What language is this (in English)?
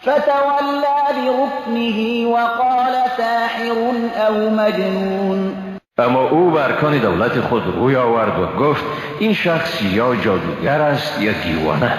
Persian